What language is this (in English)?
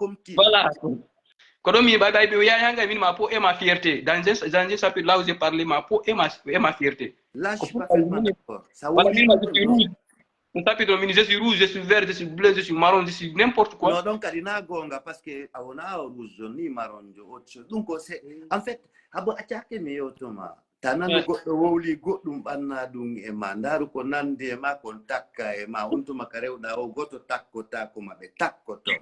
Fula